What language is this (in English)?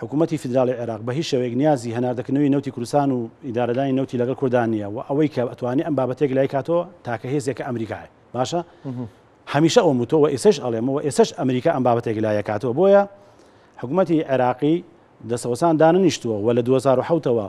Central Kurdish